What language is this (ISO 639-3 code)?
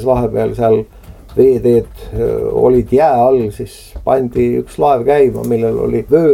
est